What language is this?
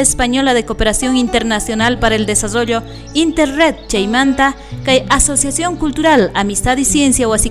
South Bolivian Quechua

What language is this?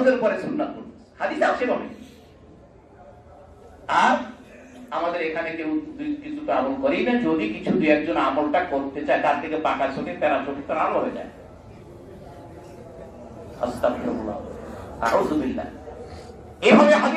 Bangla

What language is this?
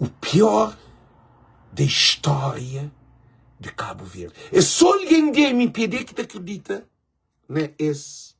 Kabuverdianu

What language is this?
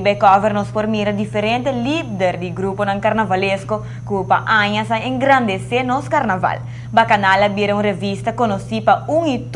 Papiamento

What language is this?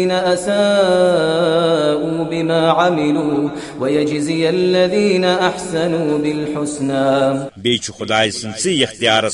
Kashmiri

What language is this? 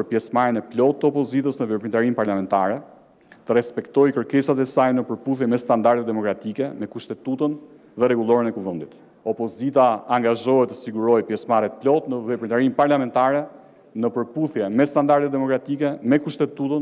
Albanian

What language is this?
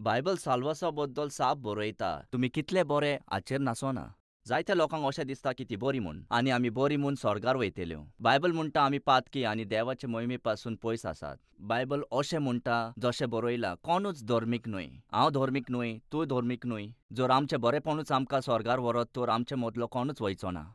Konkani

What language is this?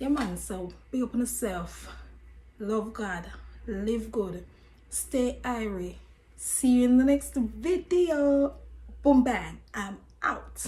Jamaican Creole English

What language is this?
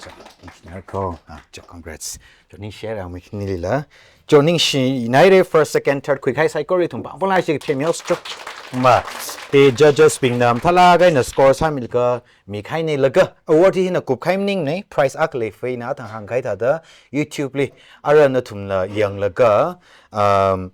Tangkhul Naga (India)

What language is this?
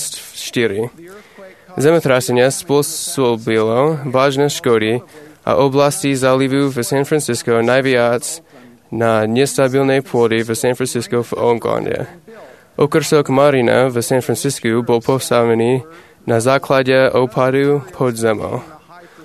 Slovak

